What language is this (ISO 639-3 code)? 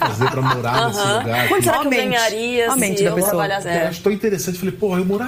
por